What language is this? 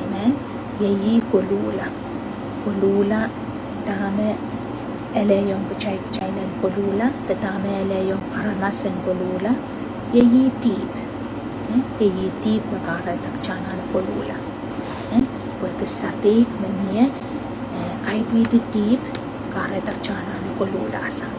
Pohnpeian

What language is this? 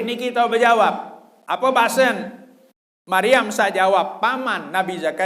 Sasak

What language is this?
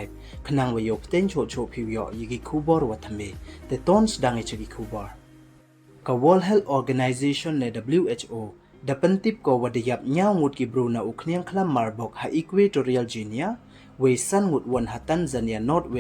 Pnar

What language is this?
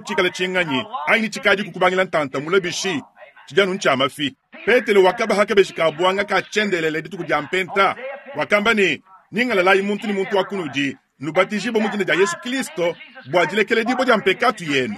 Luba-Lulua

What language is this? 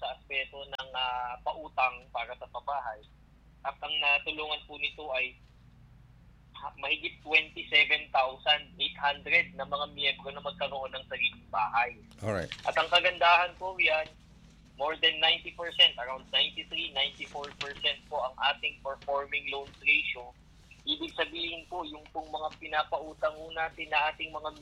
Filipino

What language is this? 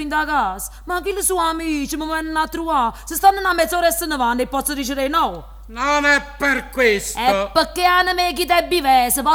Neapolitan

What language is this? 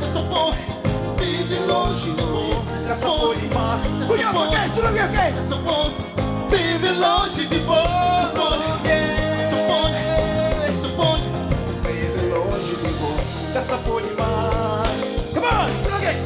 Kabuverdianu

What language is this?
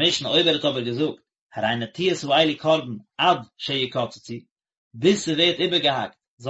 Yiddish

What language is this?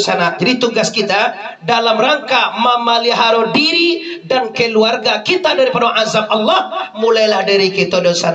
Minangkabau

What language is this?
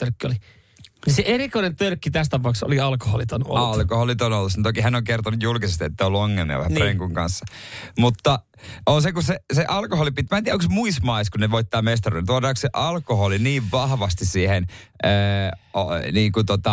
Finnish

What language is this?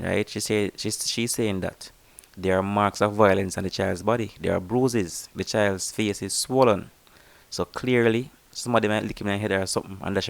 Jamaican Creole English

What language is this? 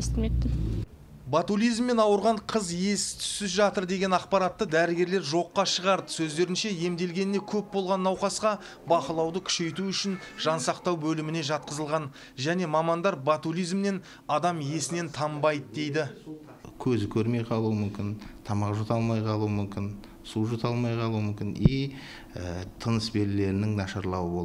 Kazakh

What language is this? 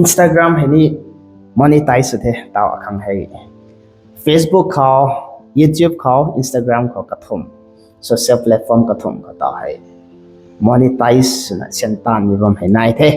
Rongmei Naga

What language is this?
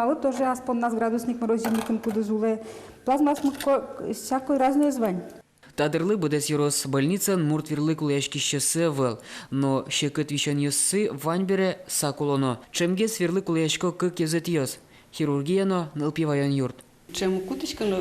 Udmurt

